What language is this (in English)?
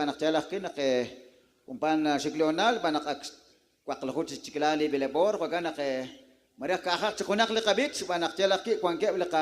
Kekchí